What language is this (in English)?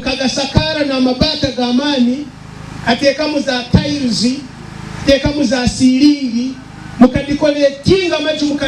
Nyankole